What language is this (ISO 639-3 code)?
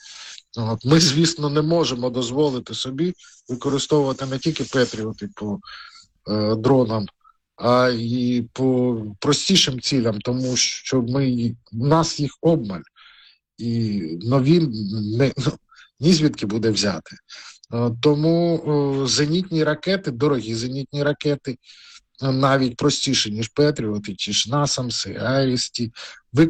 ukr